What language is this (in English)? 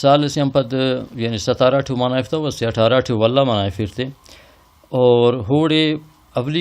Brahui